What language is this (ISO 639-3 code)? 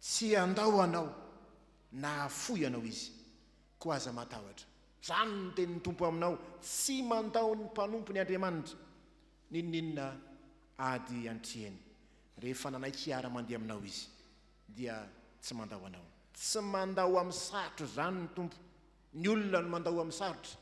mlg